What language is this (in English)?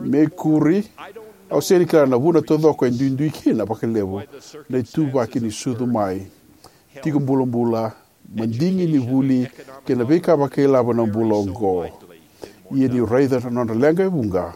Fijian